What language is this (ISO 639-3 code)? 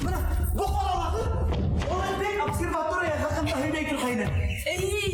bak